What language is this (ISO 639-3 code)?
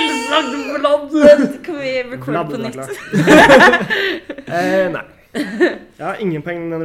nor